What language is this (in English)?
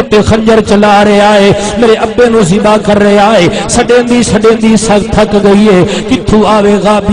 Saraiki